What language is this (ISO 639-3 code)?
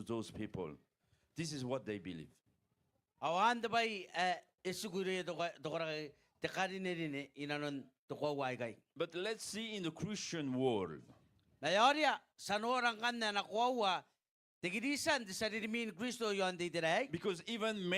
gil